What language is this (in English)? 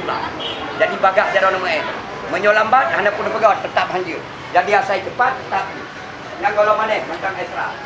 Achinese